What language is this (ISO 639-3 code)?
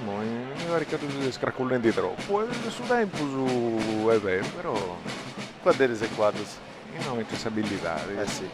srd